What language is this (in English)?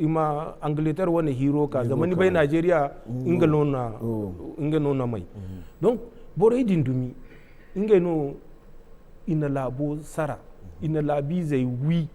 Zarma